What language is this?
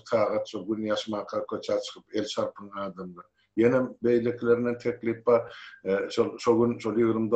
Turkmen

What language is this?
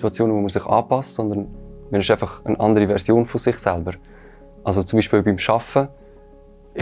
Swiss German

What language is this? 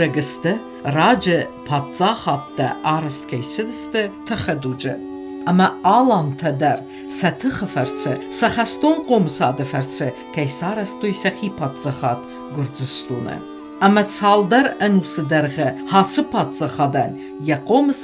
Ossetic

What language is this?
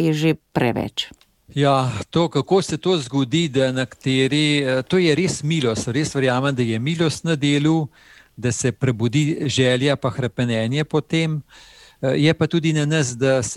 Slovenian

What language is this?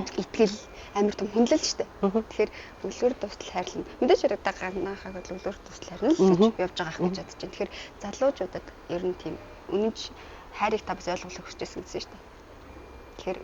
Mongolian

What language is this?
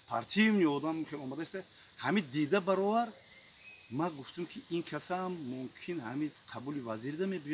Tajik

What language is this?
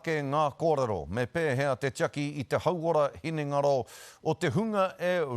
Māori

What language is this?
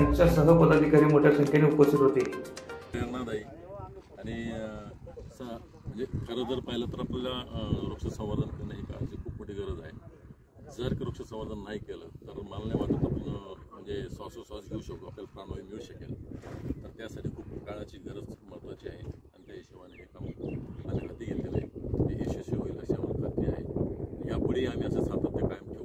Marathi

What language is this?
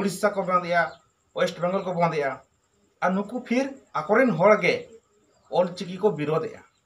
Santali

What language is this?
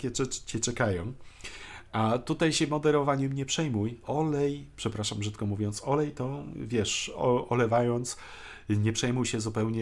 Polish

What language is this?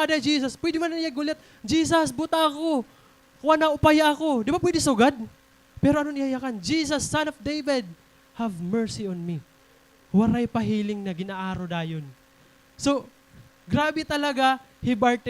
Waray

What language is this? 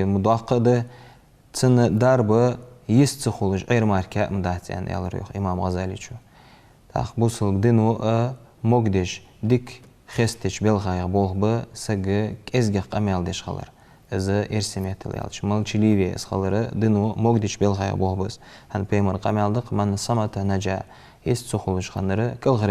Ingush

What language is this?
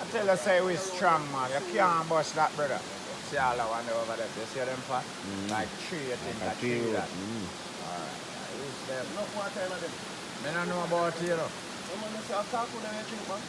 Jamaican Creole English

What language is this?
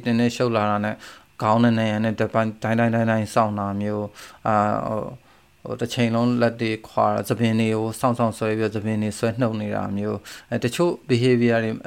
Burmese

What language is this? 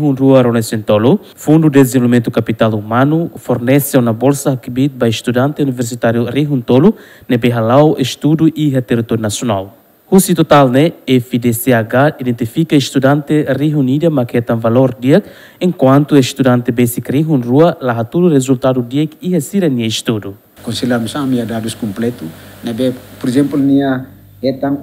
Tetum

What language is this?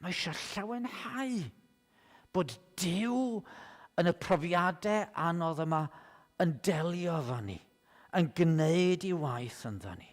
Welsh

